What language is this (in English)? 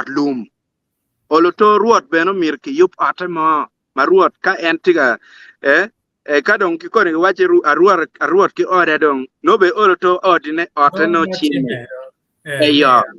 Acoli